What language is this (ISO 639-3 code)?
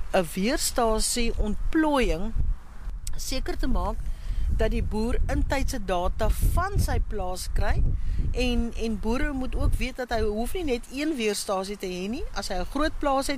afr